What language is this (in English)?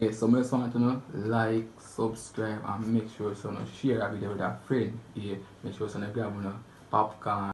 Jamaican Creole English